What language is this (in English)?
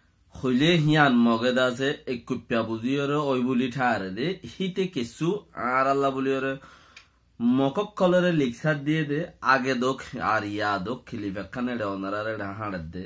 Rohingya